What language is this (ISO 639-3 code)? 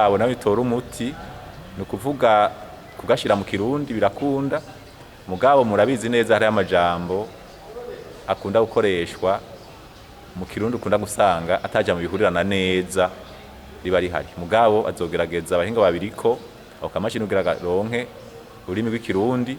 run